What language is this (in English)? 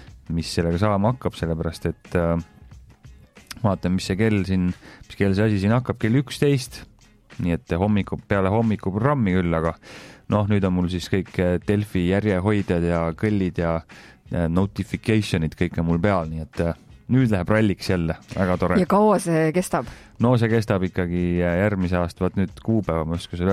Estonian